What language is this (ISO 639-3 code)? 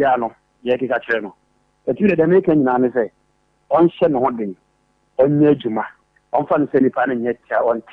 aka